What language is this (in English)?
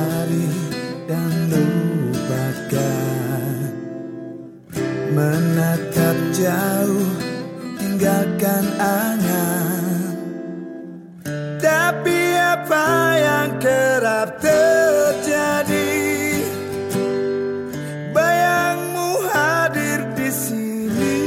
Indonesian